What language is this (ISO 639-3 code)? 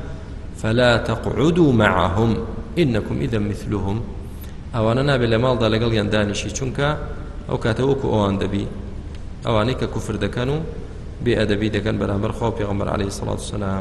ckb